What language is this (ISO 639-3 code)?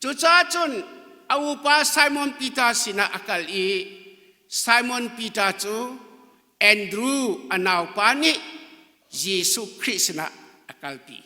cnh